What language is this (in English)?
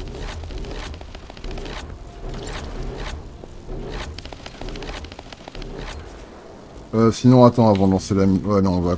French